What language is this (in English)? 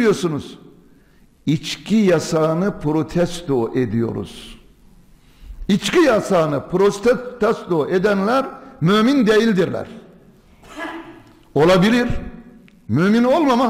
Turkish